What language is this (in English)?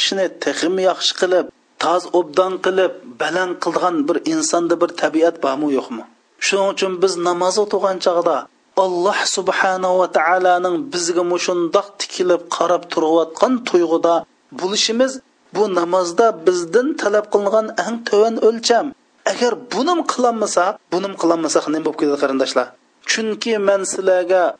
Uyghur